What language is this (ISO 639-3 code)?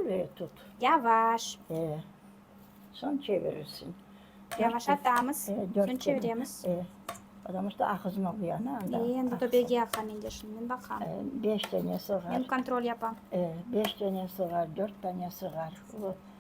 crh